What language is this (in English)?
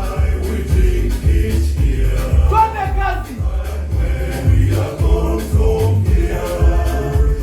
Kamba